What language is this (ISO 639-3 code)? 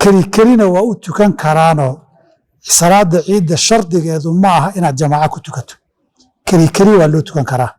som